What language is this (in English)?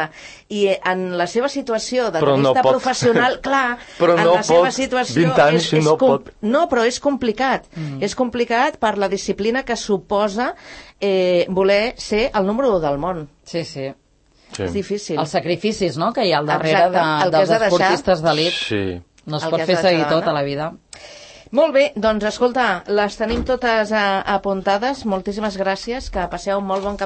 Catalan